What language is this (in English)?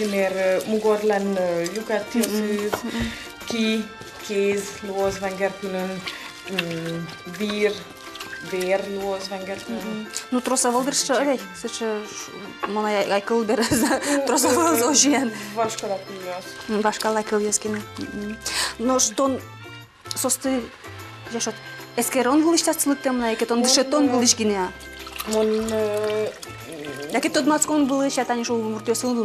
Udmurt